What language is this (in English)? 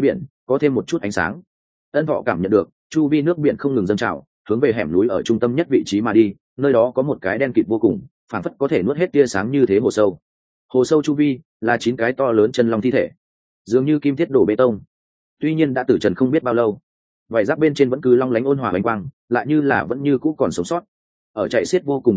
Vietnamese